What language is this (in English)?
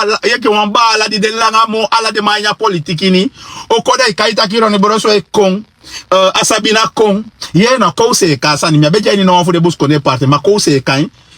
Sranan Tongo